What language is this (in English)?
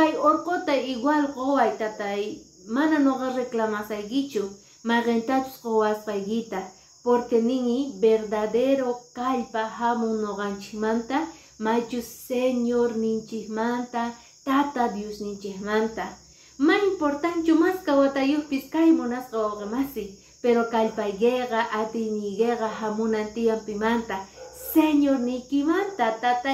Quechua